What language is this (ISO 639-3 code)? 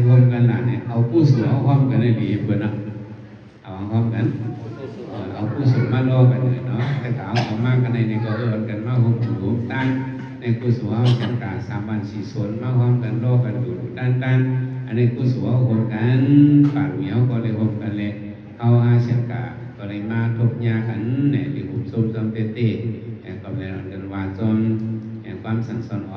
shn